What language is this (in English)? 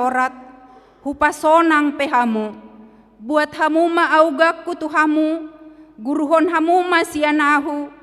Batak Toba